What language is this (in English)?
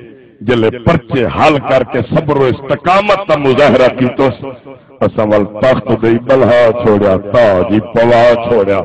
Saraiki